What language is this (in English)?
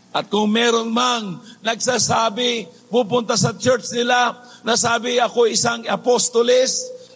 Filipino